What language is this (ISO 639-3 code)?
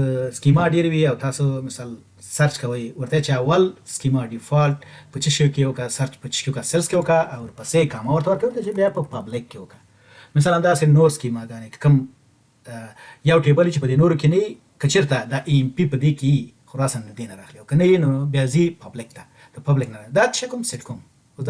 pus